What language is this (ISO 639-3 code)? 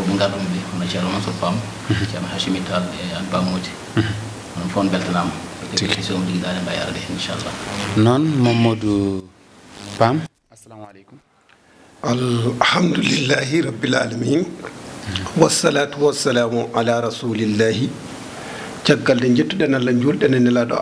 ful